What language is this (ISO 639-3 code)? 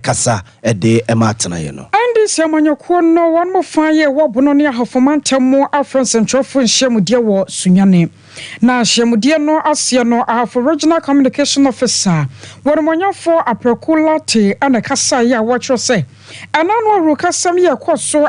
aka